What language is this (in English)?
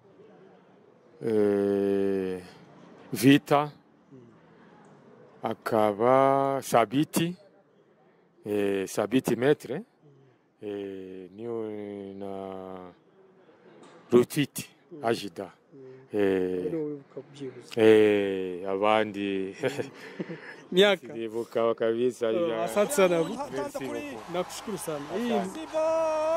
Kinyarwanda